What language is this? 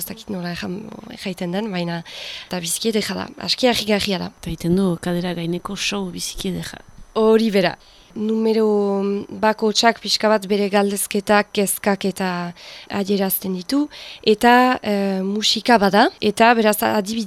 Basque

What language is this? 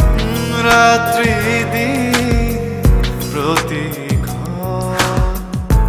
Bangla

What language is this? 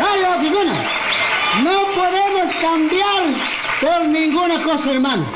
Chimborazo Highland Quichua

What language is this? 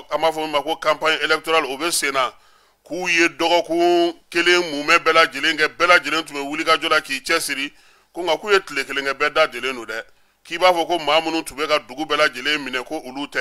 Bambara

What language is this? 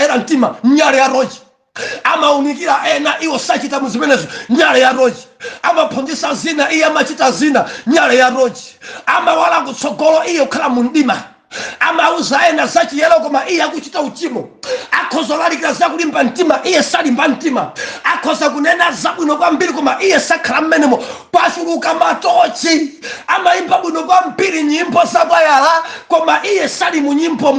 Nyanja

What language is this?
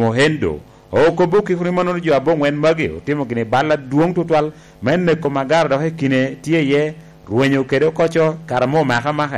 Lango (Uganda)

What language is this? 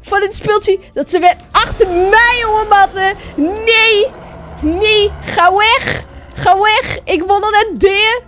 Western Frisian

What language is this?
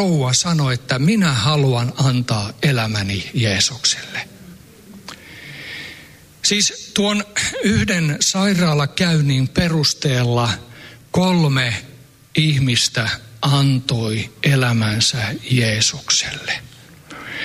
Finnish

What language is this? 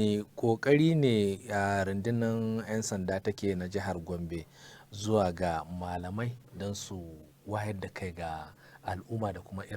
Hausa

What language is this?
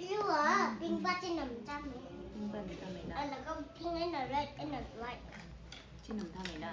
Tangkhul Naga (India)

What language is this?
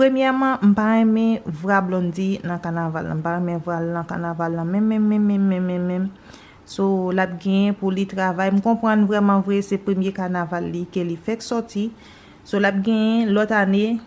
Haitian Creole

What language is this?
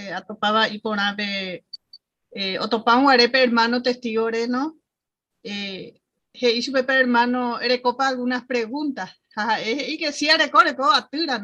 Guarani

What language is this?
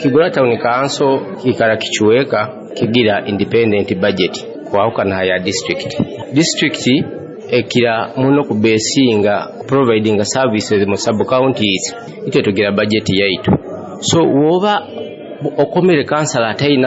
Nyoro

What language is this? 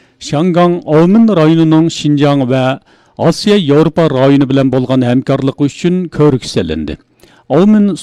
Uyghur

